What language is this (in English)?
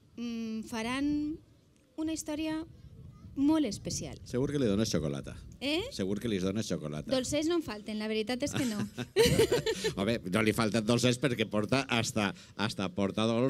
Catalan